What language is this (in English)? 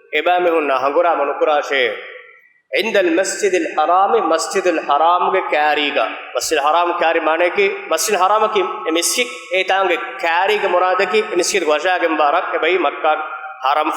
Divehi